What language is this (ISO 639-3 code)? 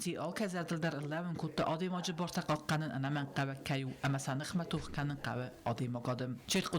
oss